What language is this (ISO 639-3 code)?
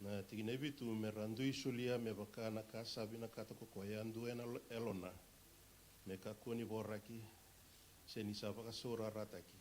fij